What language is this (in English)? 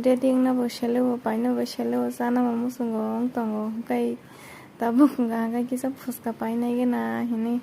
Kok Borok